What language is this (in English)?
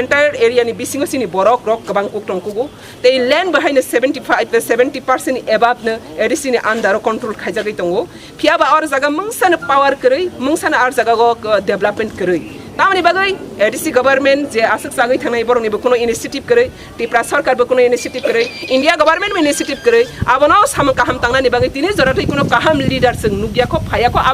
Kok Borok